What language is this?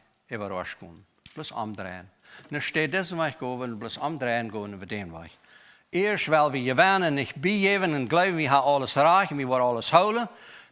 Plautdietsch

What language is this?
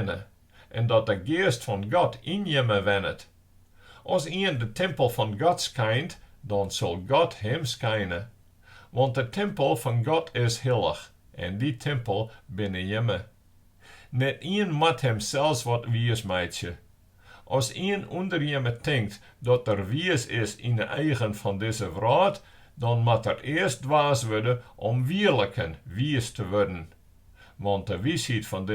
Western Frisian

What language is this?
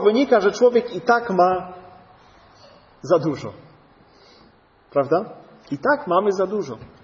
Polish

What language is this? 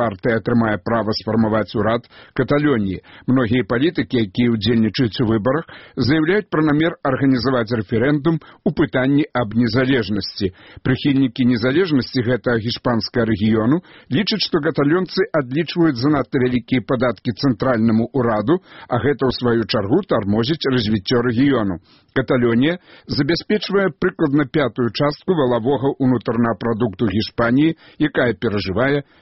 Belarusian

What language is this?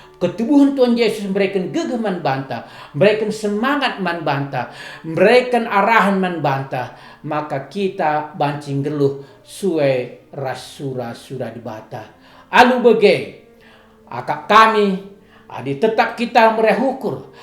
Batak Karo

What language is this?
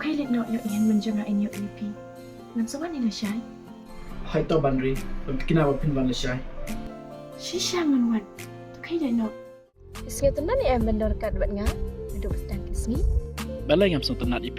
Khasi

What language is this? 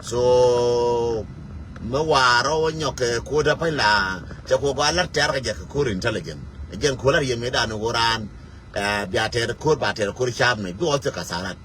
Nuer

